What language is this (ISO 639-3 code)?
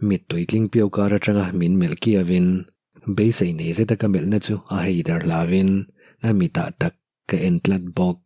lus